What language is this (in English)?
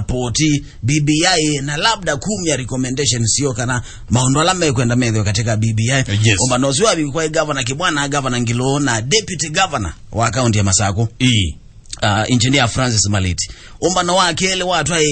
Kamba